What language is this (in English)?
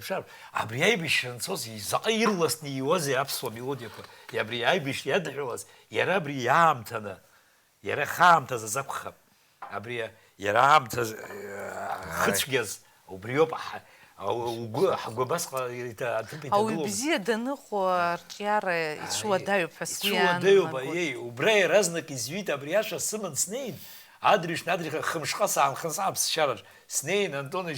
Abkhazian